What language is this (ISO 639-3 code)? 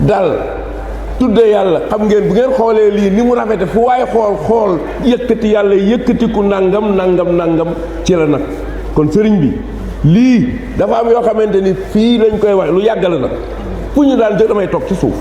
wol